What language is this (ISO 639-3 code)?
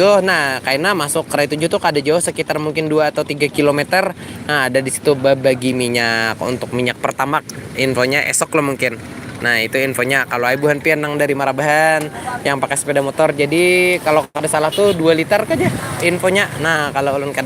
bjn